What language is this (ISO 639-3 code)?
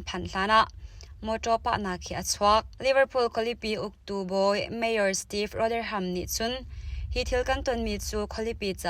cnh